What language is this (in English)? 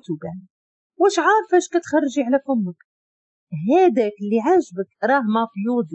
Moroccan Arabic